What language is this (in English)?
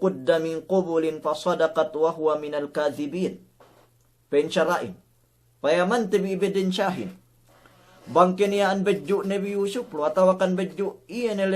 Yakan